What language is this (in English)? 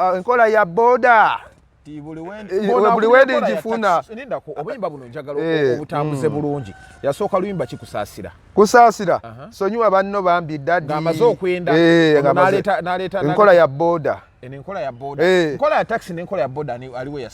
Ganda